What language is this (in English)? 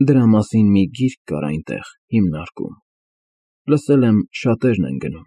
Armenian